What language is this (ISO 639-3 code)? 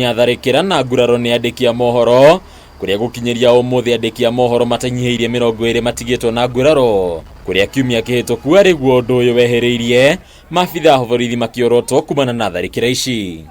kik